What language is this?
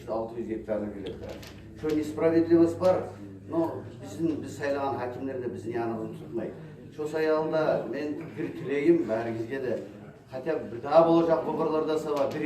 Kumyk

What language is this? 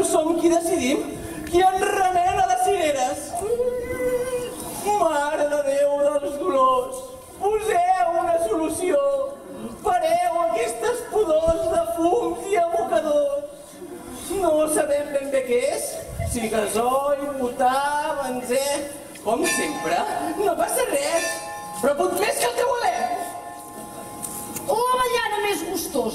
Catalan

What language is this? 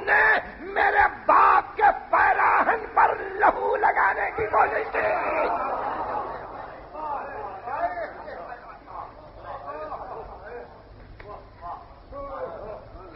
Urdu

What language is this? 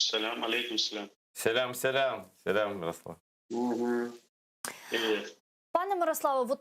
Crimean Tatar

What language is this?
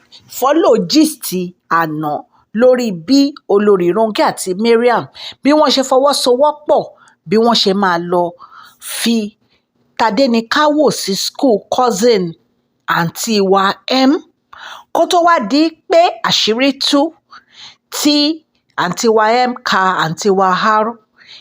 Yoruba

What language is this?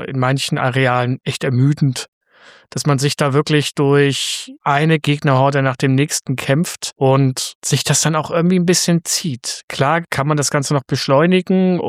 German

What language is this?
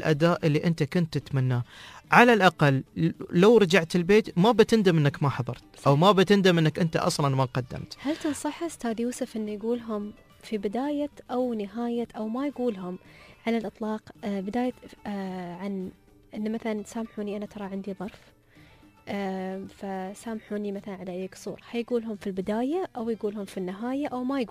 Gulf Arabic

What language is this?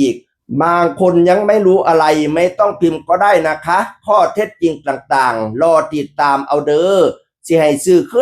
Northeastern Thai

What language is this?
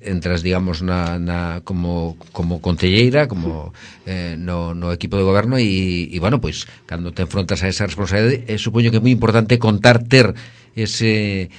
Galician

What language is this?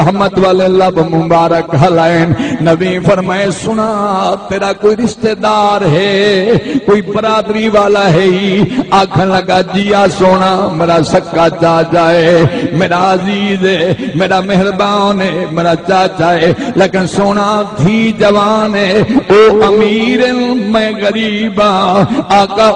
Saraiki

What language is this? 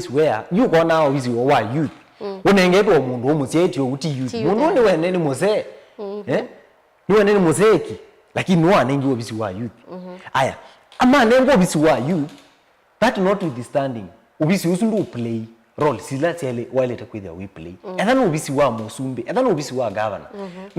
Kamba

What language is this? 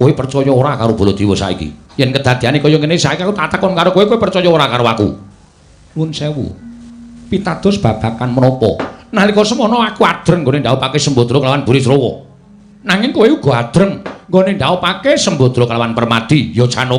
Javanese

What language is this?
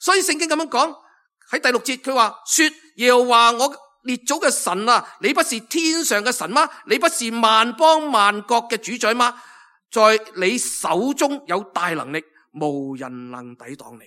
Cantonese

